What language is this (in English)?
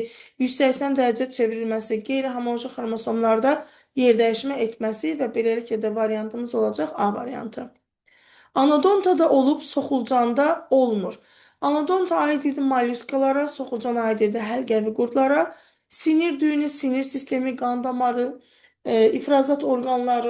Azerbaijani